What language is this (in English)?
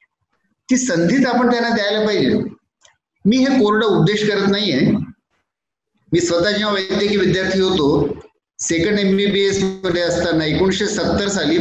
Marathi